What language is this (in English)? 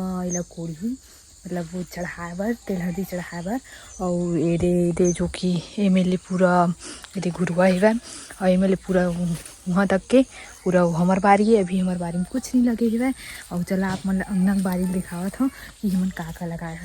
Chhattisgarhi